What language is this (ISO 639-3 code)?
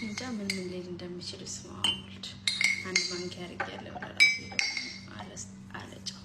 amh